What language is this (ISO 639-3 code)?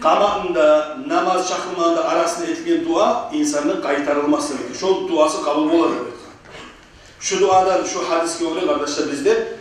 kum